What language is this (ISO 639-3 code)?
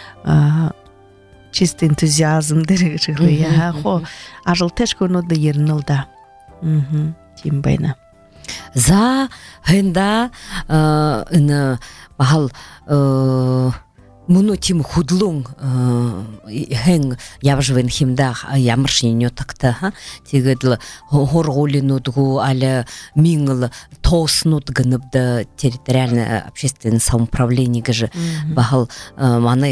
bua